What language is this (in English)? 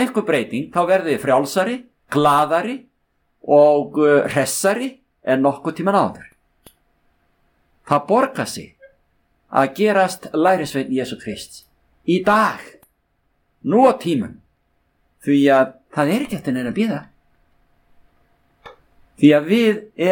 Icelandic